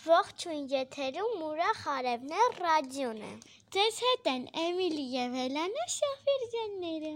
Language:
Armenian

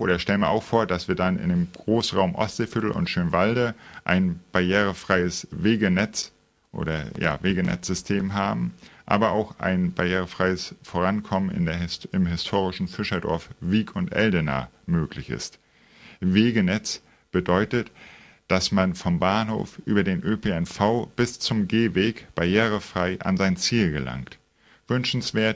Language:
German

